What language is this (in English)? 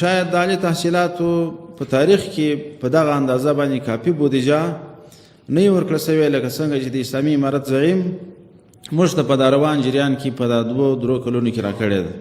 Pashto